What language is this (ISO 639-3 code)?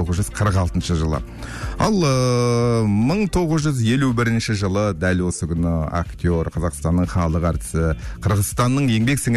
kaz